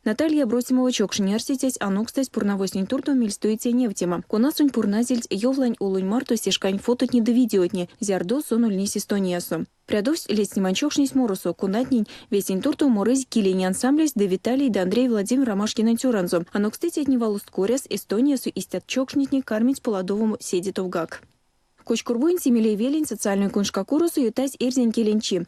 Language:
Erzya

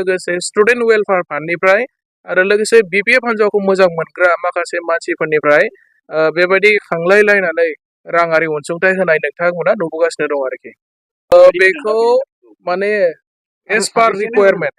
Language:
Bodo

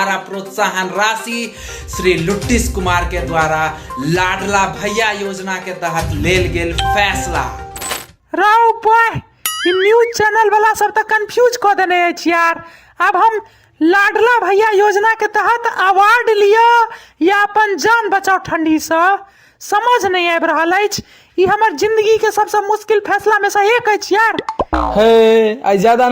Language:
Maithili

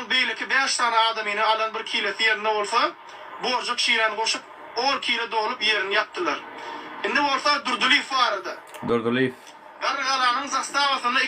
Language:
Turkmen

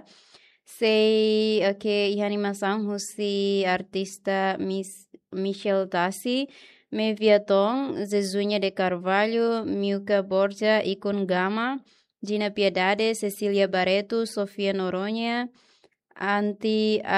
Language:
Tetum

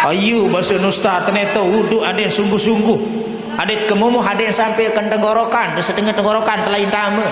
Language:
Sasak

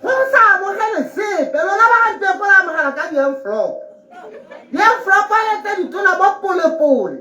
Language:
Tswana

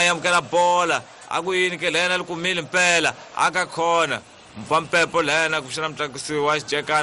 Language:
Tsonga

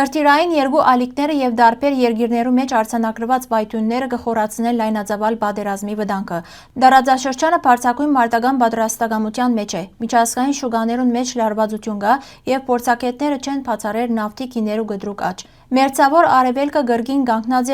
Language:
Western Armenian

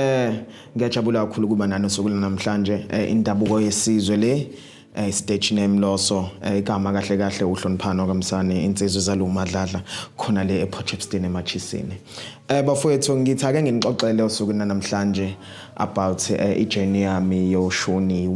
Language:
Zulu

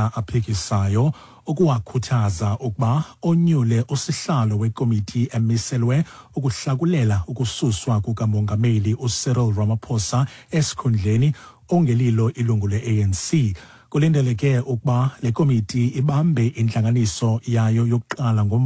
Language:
Xhosa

